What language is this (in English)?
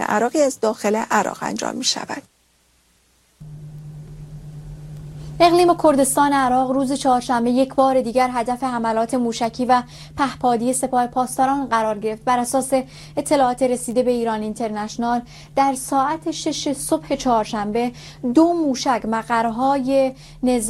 Persian